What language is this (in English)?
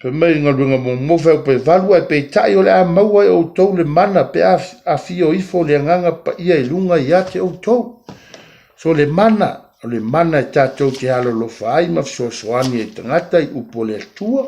Samoan